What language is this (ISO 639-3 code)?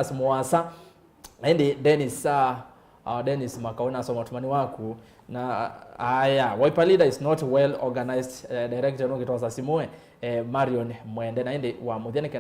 kam